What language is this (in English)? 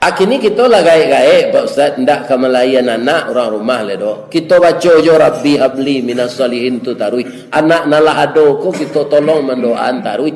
Minangkabau